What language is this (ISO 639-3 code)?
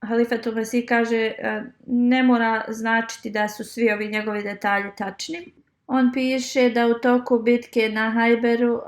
bos